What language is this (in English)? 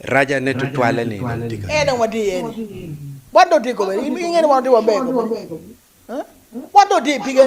Acoli